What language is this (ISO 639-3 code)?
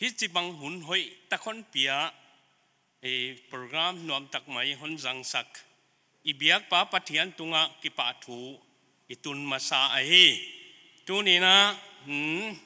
pck